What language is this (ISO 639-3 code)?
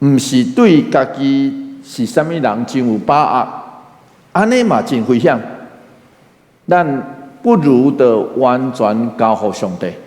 nan